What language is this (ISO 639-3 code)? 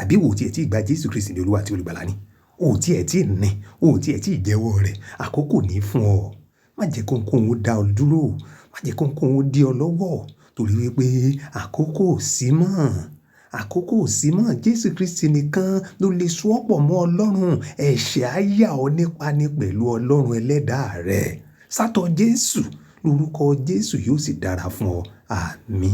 yor